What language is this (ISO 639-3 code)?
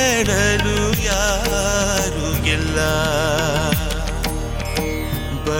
kan